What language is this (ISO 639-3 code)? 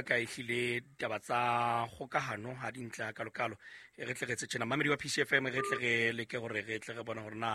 sot